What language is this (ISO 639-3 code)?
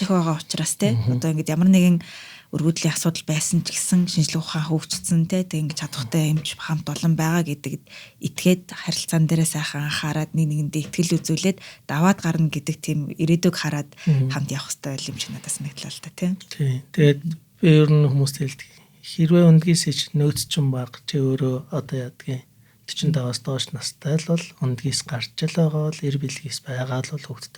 mon